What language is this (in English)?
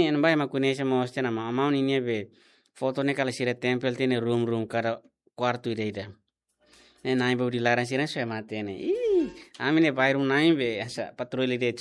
Tetum